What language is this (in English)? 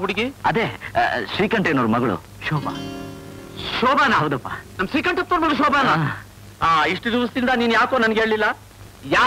Kannada